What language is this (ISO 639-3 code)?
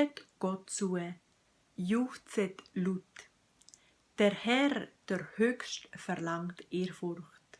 gsw